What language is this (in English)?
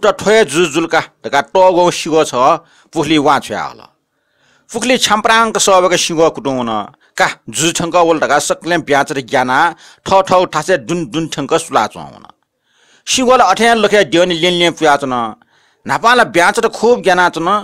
Newari